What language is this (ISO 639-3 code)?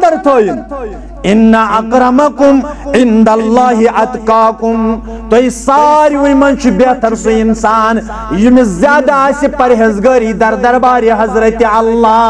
kas